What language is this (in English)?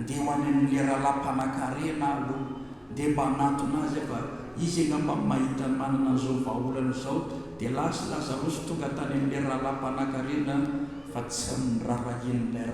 Malagasy